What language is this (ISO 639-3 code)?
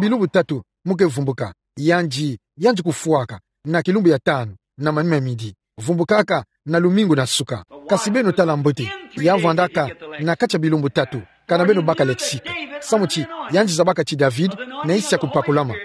ktu